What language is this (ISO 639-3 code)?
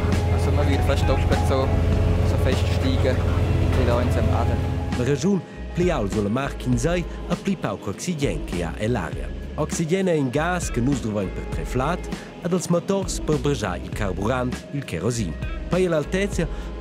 roh